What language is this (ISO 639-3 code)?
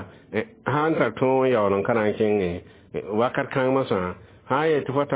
mos